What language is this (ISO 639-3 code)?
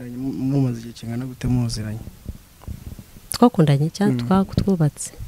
kin